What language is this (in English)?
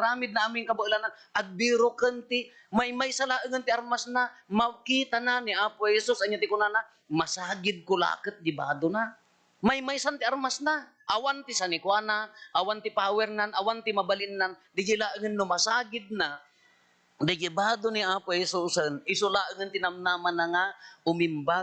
Iloko